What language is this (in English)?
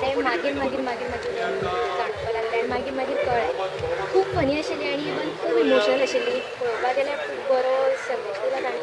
Konkani